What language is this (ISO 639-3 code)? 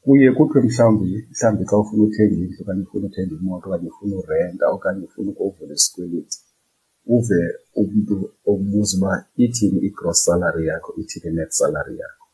xho